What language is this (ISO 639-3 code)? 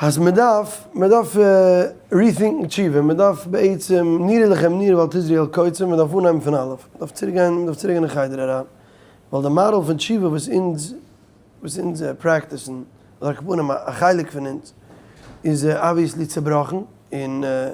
yid